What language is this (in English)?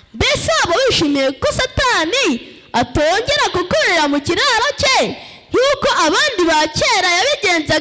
Kinyarwanda